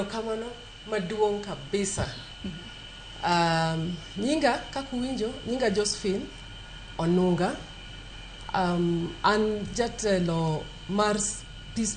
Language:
Luo (Kenya and Tanzania)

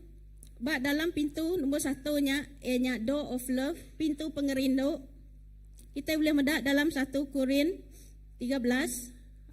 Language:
Iban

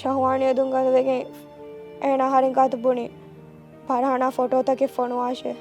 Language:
Divehi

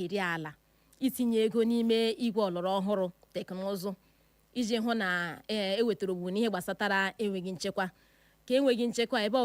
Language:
Igbo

